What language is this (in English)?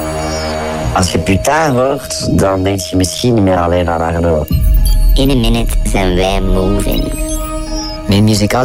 Dutch